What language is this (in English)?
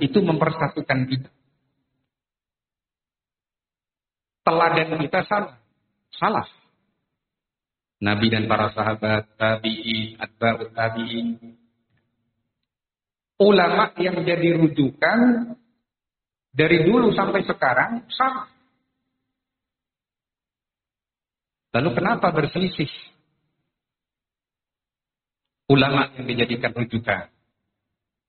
Indonesian